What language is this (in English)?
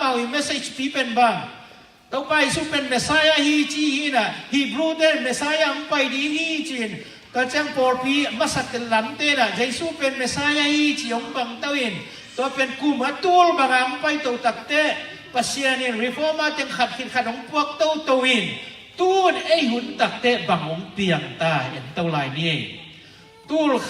Tedim Chin